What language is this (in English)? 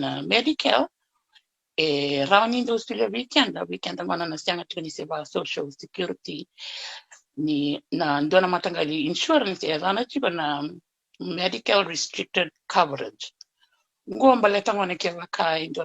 Fijian